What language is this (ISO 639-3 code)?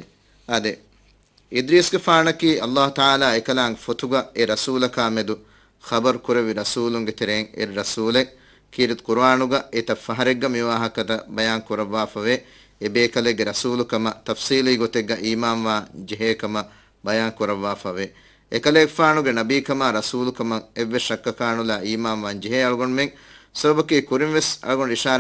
div